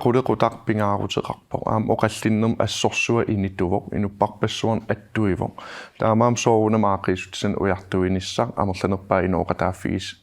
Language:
Kalaallisut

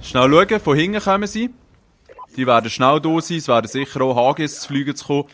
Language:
Swiss German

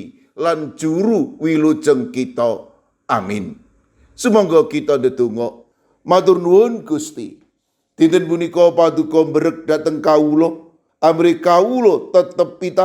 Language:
Javanese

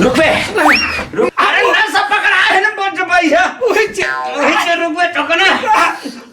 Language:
Chhattisgarhi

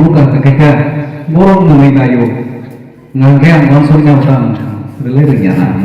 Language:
Kok Borok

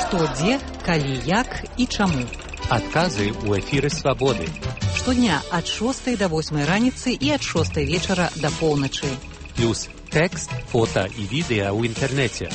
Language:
Belarusian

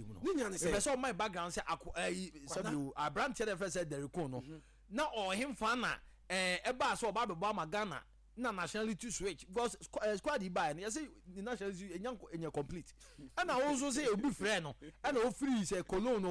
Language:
Akan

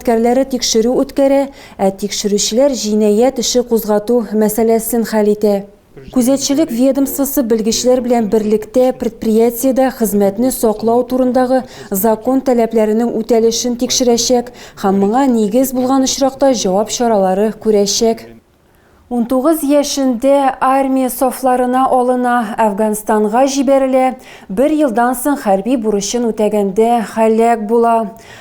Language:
Tatar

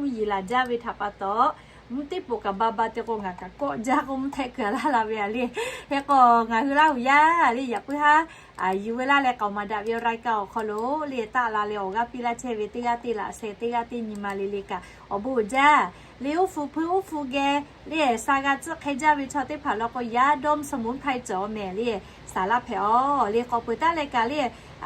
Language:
Lahu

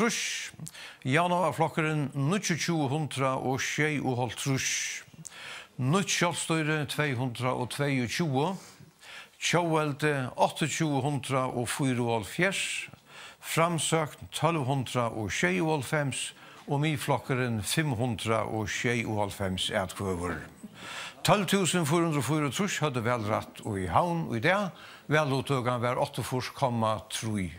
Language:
Faroese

